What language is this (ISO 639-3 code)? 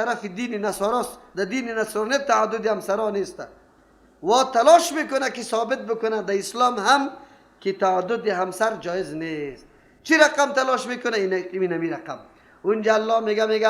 fas